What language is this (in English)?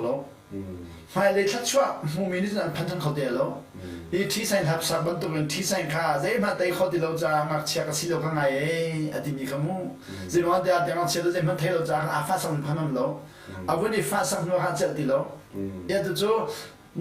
Hakha Chin